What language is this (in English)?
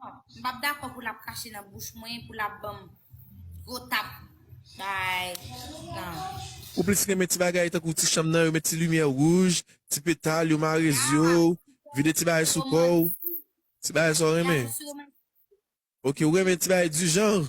Haitian Creole